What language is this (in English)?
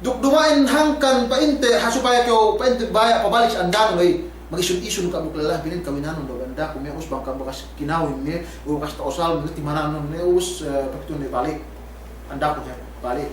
Yakan